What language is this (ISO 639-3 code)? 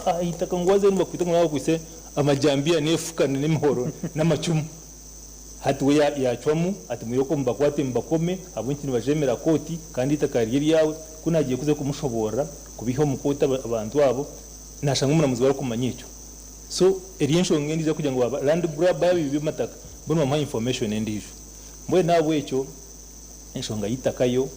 nyn